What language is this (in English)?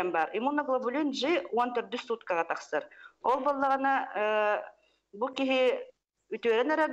Yakut